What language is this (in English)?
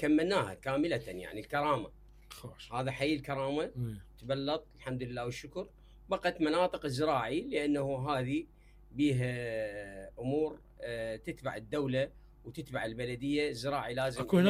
Mesopotamian Arabic